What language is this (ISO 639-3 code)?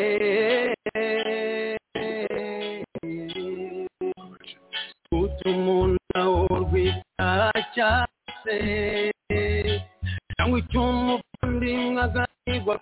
kin